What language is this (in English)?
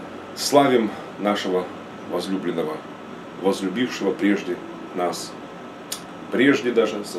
Russian